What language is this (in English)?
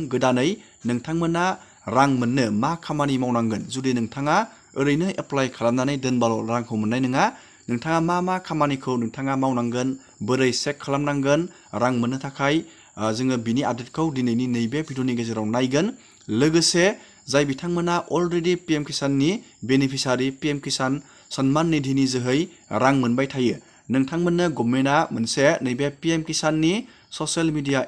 Bodo